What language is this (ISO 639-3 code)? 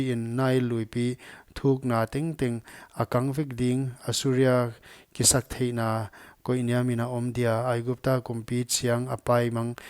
pck